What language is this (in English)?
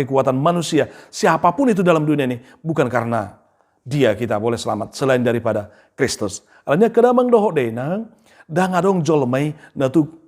Batak Toba